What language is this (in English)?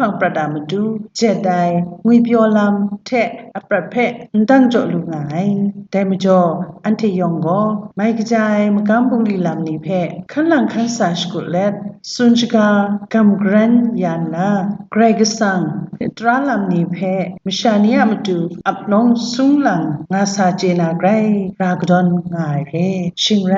Kachin